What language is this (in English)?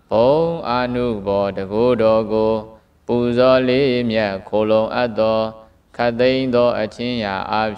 Burmese